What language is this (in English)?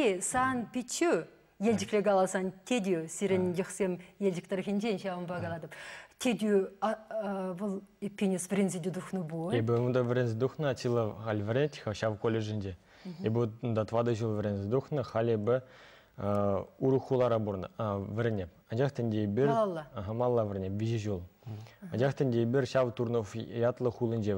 Chuvash